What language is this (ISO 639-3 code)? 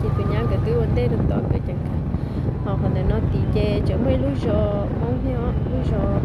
hmn